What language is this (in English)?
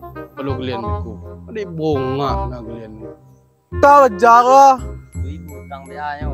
Minangkabau